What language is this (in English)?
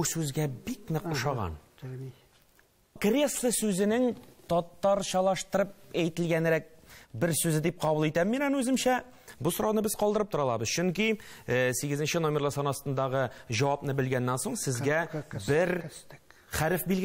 Tatar